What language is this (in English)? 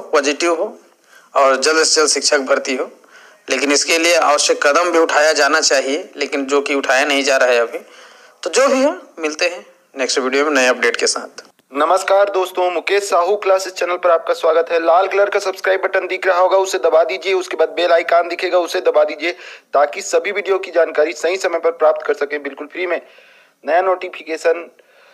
Hindi